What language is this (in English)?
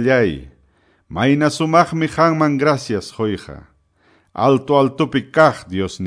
Quechua